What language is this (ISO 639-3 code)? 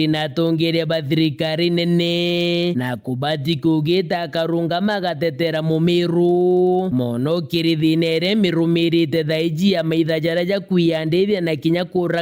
mer